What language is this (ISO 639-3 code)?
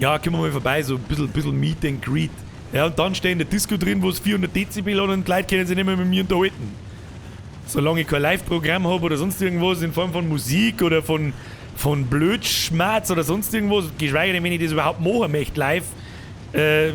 bar